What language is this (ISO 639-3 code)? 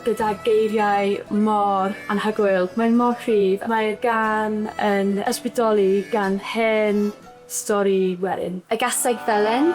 cym